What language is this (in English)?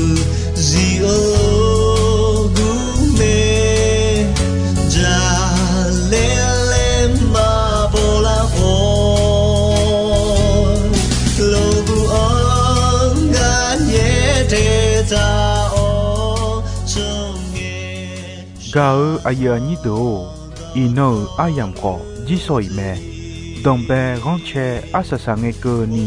Akha